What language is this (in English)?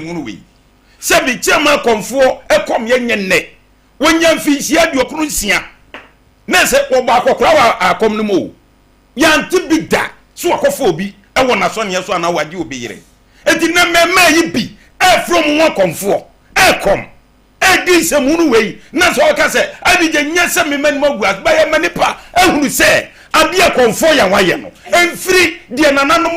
Akan